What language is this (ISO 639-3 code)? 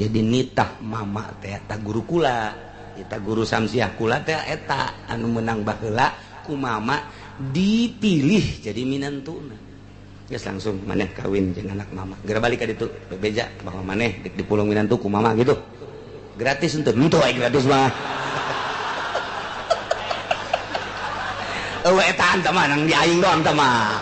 sun